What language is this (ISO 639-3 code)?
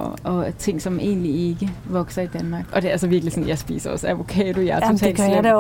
dan